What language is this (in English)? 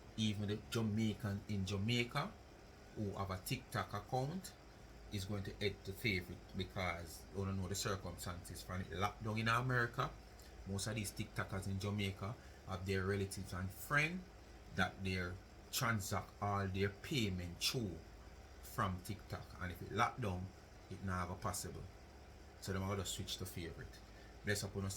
Jamaican Creole English